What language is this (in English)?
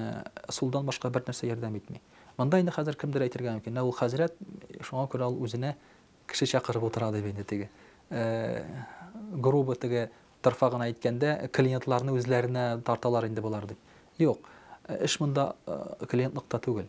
Tatar